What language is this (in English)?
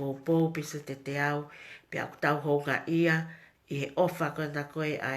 Tongan